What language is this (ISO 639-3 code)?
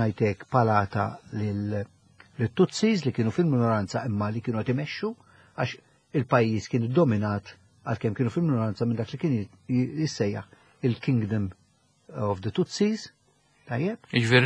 mlt